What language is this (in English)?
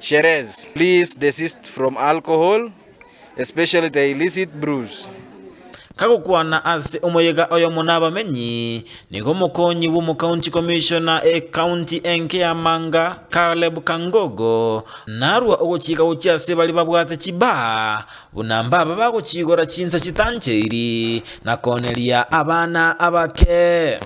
Gusii